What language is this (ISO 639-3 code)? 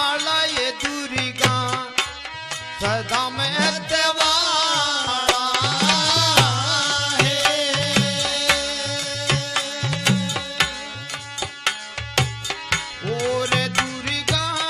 hin